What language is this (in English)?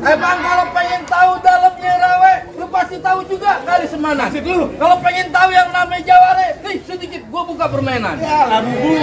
Betawi